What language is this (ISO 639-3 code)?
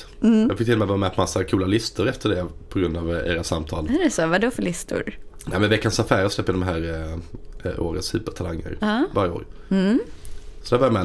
swe